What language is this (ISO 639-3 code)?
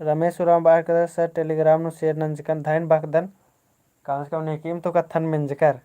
kru